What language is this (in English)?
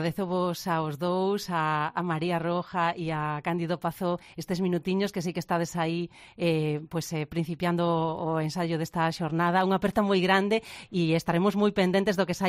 Galician